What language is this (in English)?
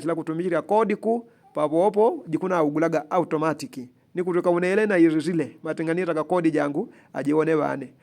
Yao